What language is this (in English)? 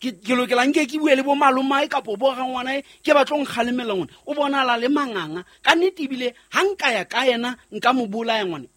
Southern Sotho